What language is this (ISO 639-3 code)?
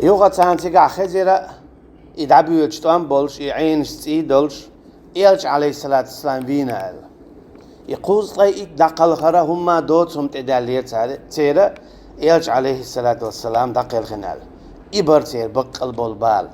che